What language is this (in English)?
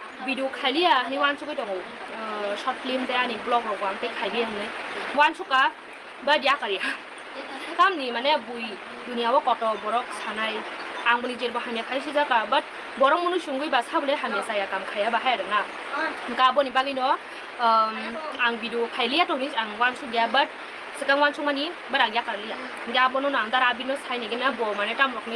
Kok Borok